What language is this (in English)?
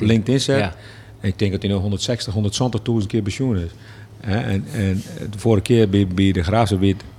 Western Frisian